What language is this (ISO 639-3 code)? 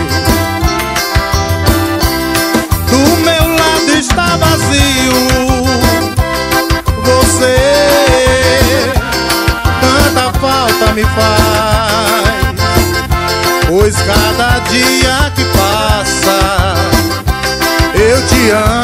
por